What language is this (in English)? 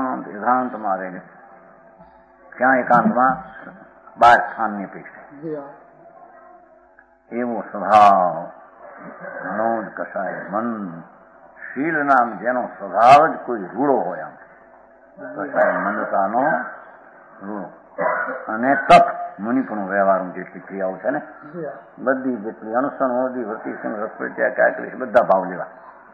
Gujarati